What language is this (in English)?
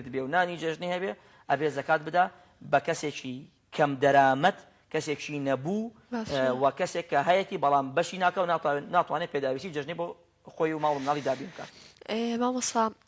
Central Kurdish